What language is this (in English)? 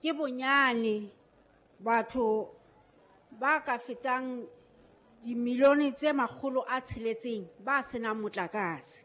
Southern Sotho